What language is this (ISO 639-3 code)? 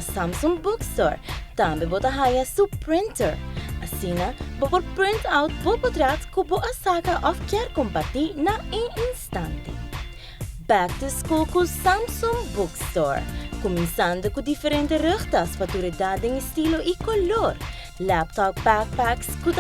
pap